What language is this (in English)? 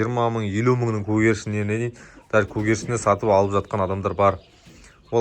Kazakh